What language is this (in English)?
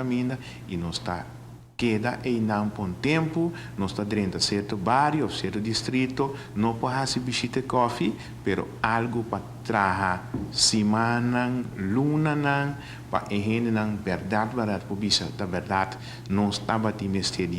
Papiamento